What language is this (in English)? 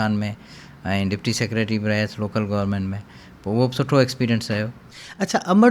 Sindhi